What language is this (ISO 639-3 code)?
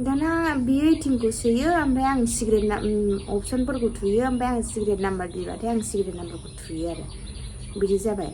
brx